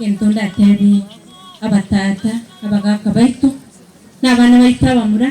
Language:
Gusii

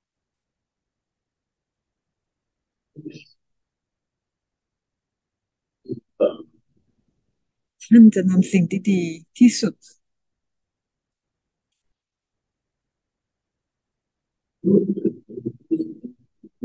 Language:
Thai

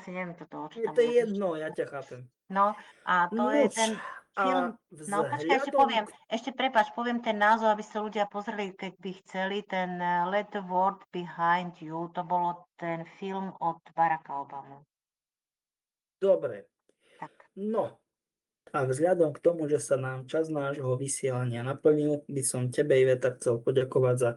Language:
Slovak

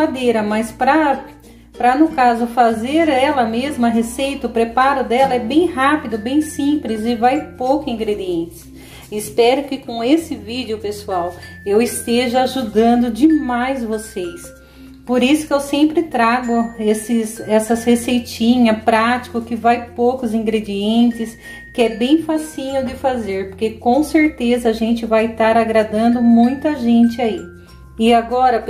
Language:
Portuguese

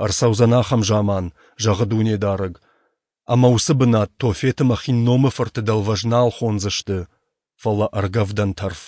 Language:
Ossetic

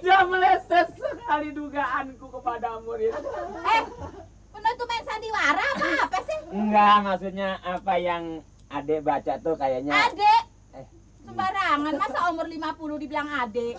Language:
Betawi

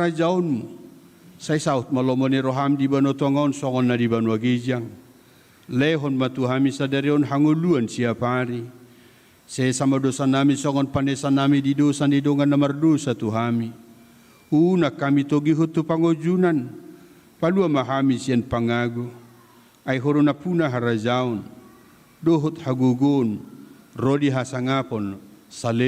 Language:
Batak Toba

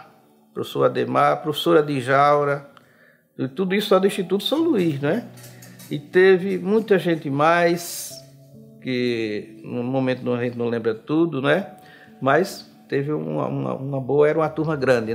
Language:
Portuguese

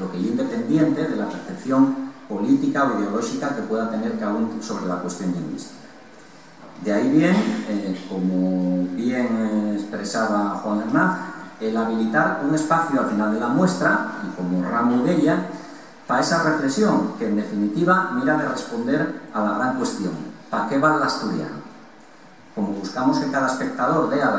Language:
Asturian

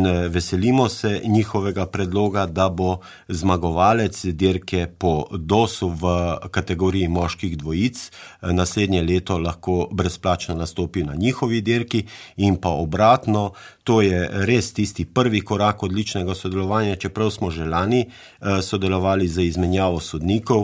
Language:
Slovenian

